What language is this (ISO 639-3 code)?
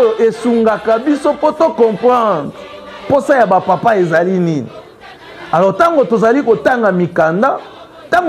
lin